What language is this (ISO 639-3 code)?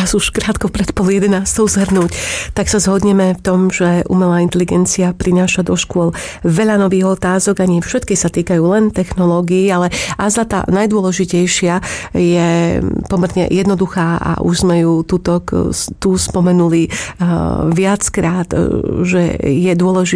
slk